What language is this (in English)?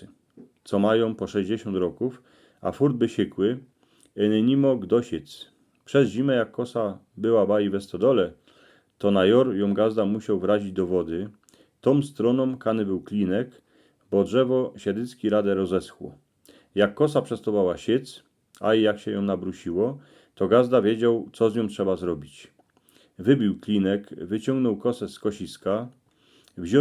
Silesian